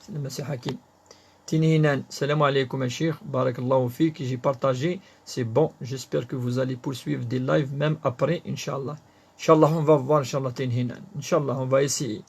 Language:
Kabyle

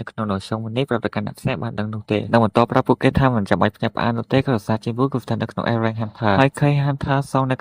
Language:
Khmer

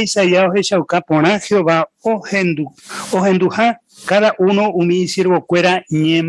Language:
Guarani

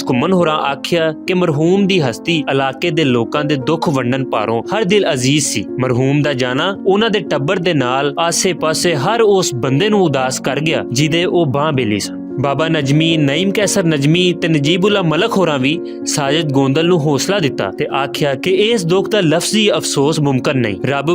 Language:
Western Panjabi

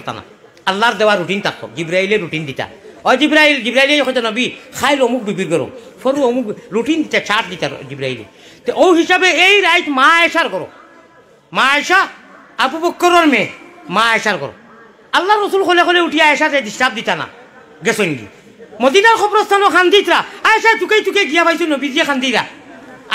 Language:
Sylheti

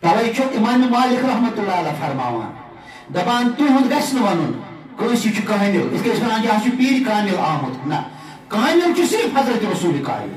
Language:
Kashmiri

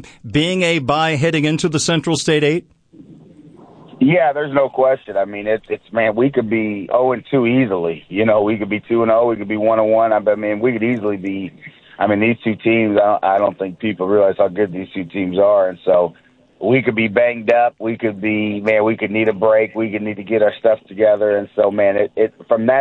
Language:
English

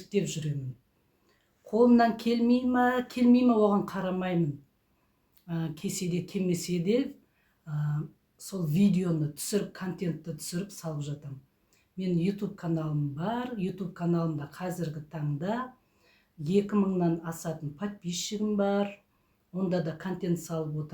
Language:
Kazakh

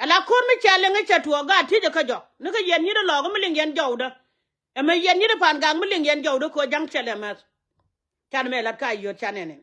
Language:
Nuer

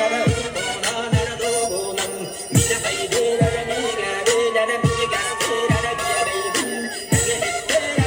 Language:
Yakut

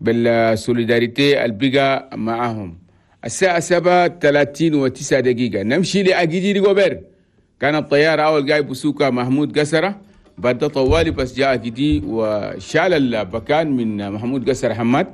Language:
Chadian Arabic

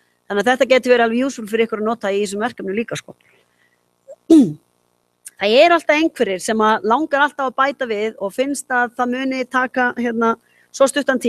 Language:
Icelandic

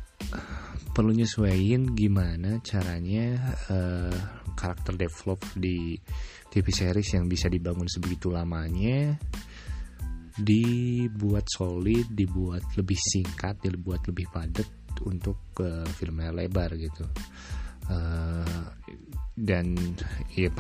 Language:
Indonesian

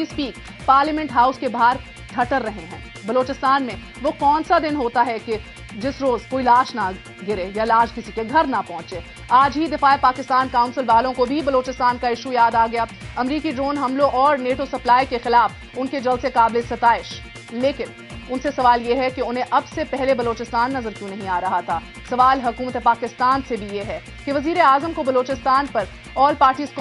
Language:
Urdu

